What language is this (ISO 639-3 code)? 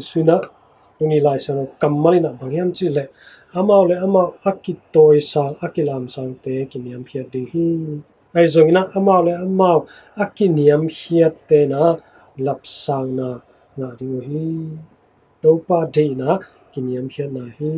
ctd